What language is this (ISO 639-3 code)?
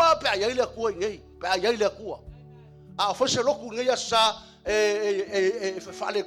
smo